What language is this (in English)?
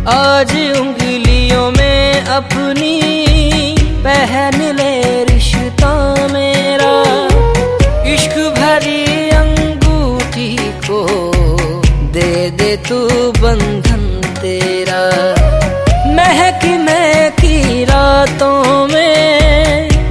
Hindi